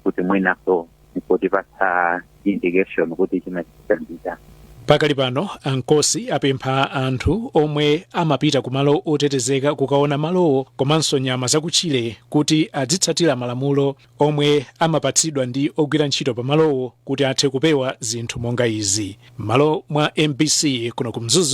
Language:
Nyanja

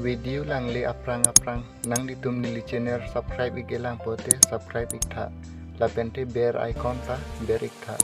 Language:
Karbi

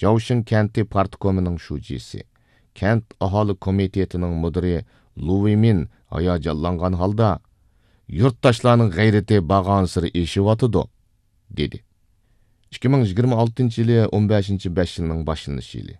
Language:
Uyghur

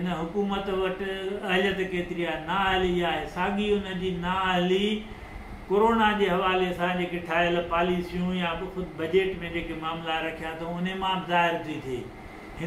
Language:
Sindhi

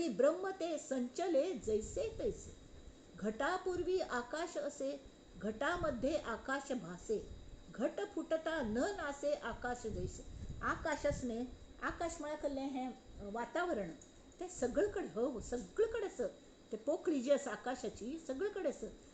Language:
Konkani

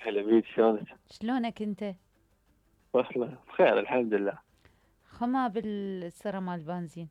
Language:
Mesopotamian Arabic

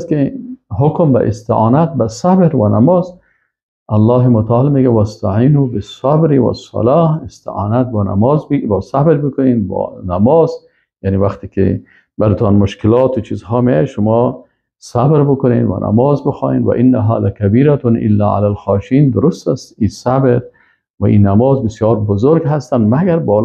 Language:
Persian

